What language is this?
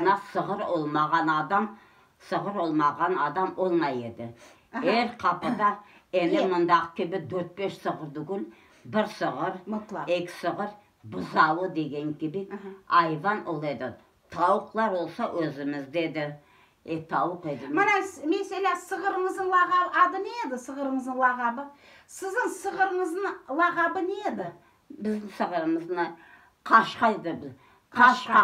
Crimean Tatar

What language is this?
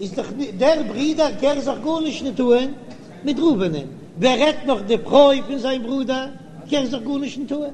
Yiddish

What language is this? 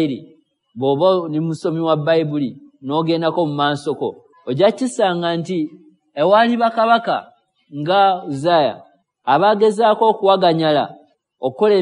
Ganda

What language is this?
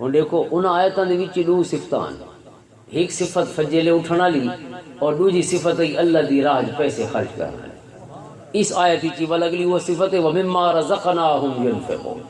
Western Panjabi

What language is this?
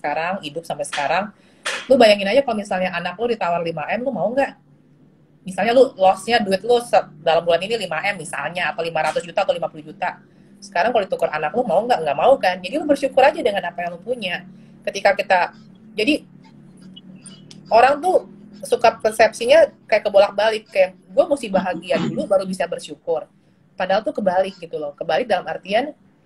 Indonesian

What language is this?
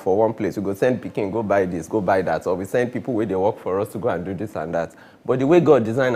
Nigerian Pidgin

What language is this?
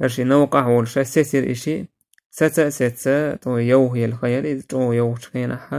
Chechen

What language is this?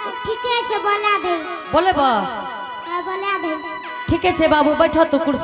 Angika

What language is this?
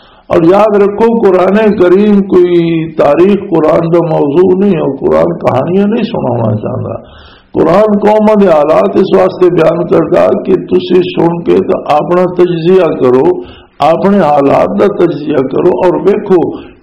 Western Panjabi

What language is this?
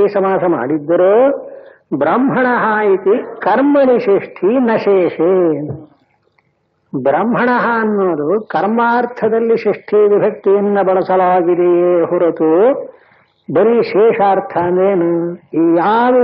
Kannada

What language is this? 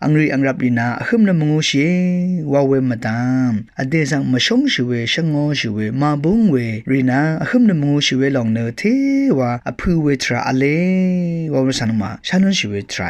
Rawang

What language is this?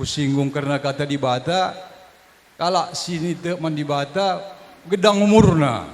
Batak Karo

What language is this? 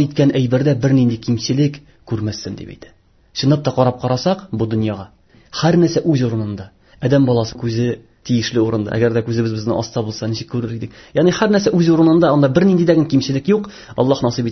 Tatar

